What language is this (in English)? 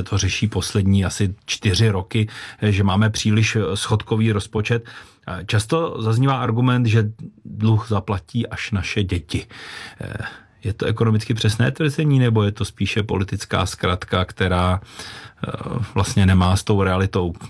Czech